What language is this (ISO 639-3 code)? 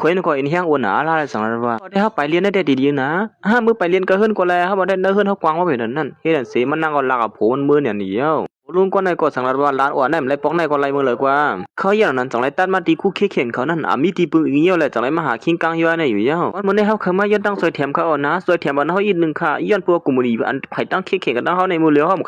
shn